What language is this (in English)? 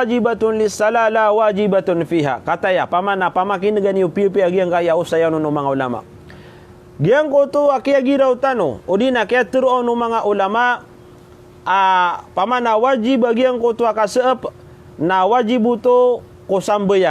Maranao